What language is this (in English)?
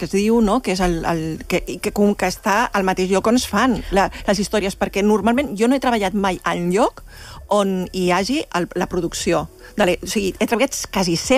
Catalan